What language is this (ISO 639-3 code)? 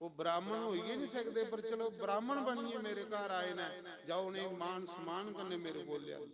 doi